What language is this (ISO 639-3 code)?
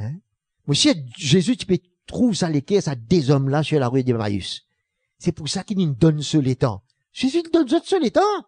mfe